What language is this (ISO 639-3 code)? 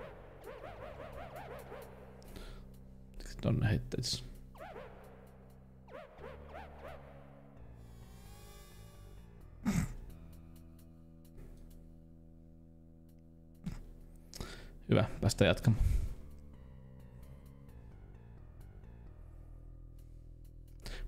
fin